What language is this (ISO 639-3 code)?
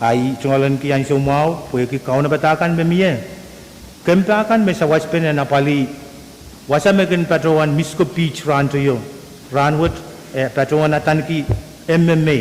pon